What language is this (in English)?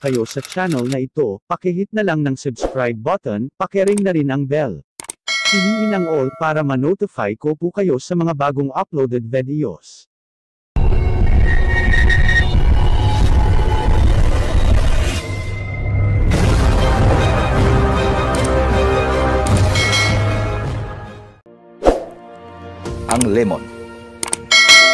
Filipino